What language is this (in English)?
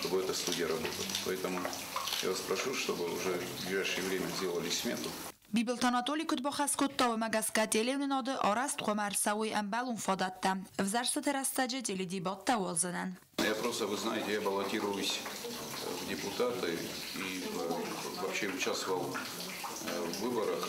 Ossetic